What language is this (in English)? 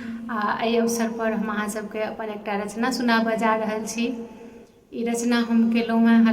Maithili